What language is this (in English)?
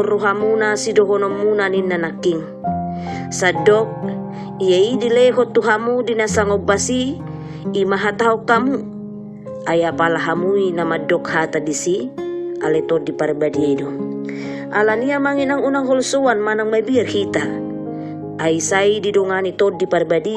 Batak Toba